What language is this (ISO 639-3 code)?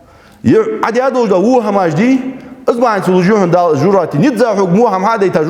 inh